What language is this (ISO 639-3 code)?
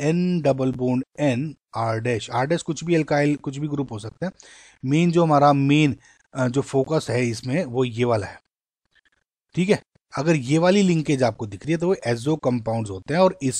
hin